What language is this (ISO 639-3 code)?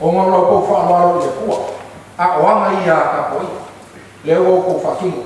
smo